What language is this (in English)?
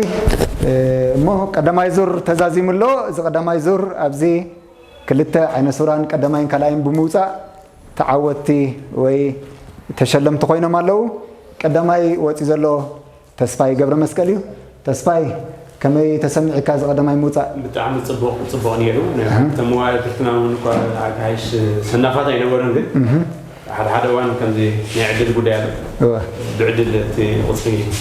Tigrinya